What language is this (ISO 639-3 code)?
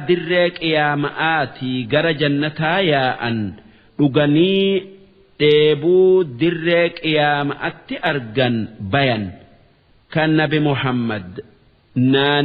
orm